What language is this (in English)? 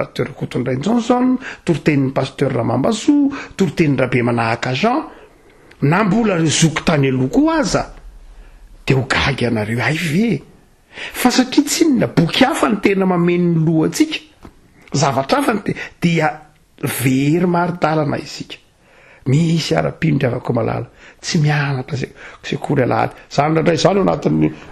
Malagasy